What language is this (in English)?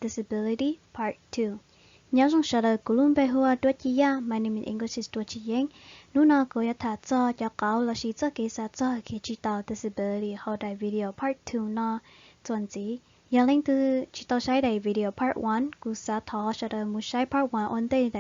Hmong